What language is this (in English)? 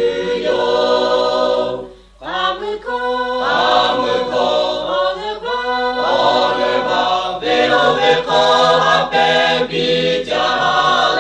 Lahu